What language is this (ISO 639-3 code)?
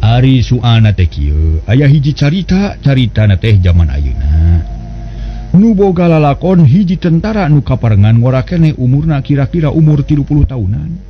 sun